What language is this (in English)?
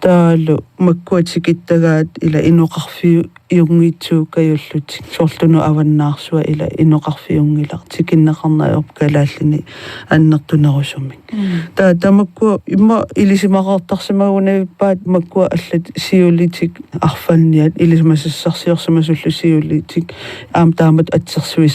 Kalaallisut